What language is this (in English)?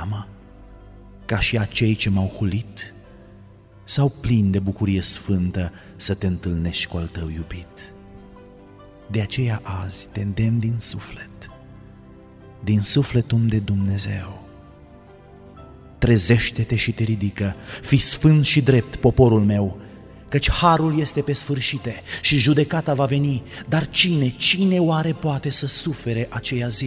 Romanian